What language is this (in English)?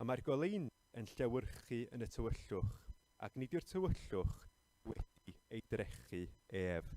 Welsh